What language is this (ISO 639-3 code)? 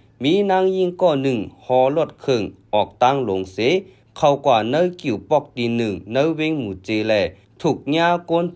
shn